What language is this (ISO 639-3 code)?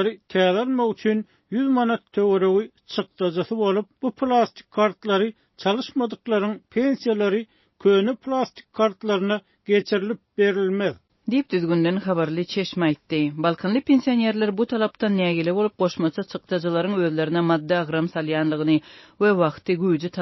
tuk